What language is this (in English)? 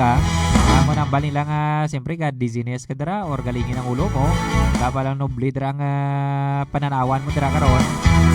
Hiligaynon